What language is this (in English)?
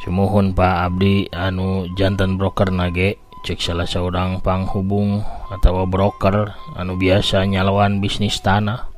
Sundanese